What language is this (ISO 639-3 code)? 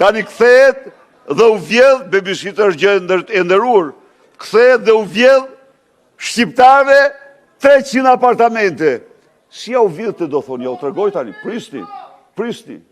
sqi